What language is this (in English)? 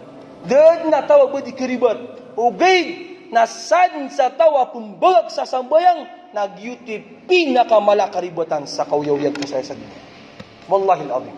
Maranao